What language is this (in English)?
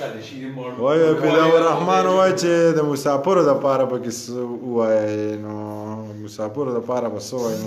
Pashto